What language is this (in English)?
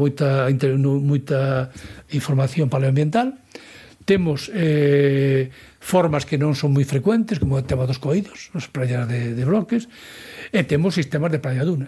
Galician